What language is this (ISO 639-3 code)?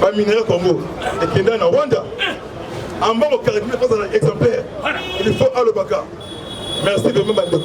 lin